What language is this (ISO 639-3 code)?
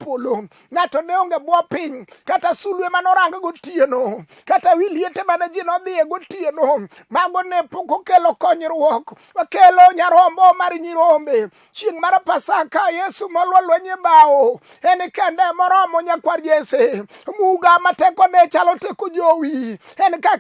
luo